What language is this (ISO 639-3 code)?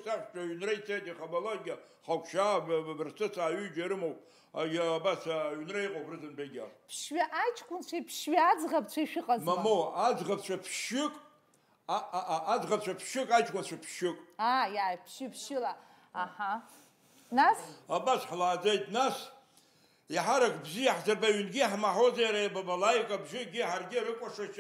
abk